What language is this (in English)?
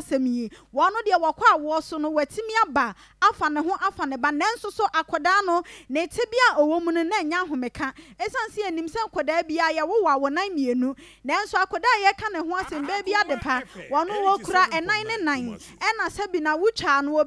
Akan